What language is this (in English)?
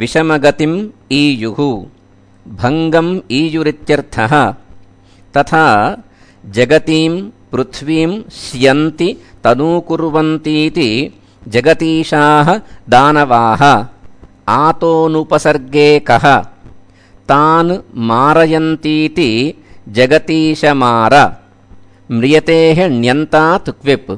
Sanskrit